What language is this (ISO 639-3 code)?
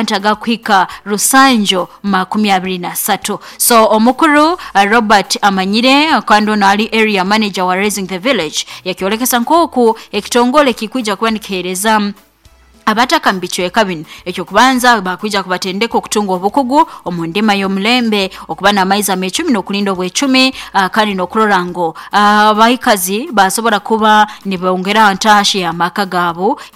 nyo